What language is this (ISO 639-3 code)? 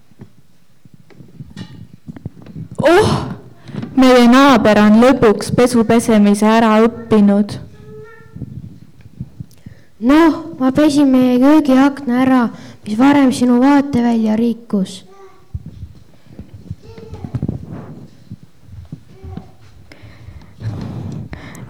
est